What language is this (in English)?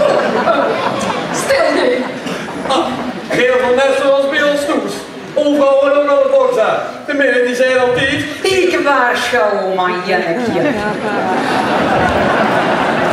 Dutch